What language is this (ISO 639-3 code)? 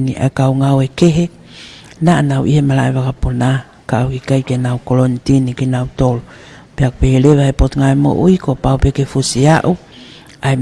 ton